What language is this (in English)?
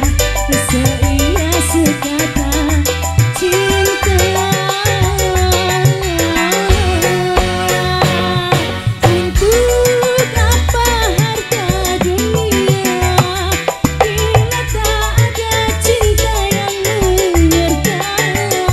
Indonesian